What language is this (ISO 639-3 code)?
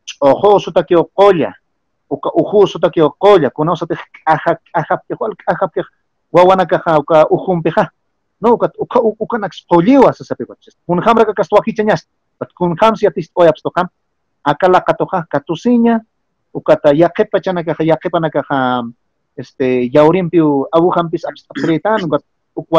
aym